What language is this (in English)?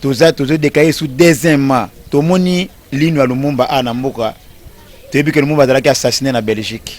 Lingala